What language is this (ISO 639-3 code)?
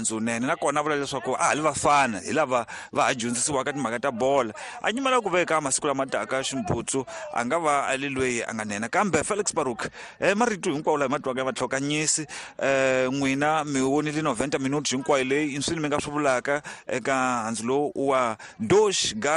tso